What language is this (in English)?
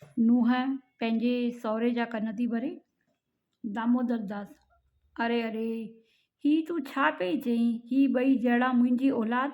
Sindhi